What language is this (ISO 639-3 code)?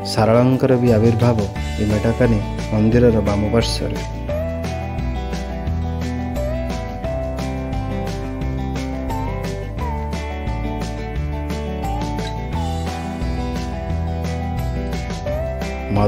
ori